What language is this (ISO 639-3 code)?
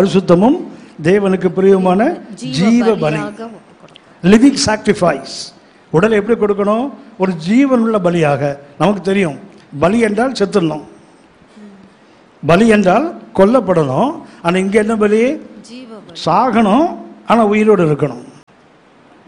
tam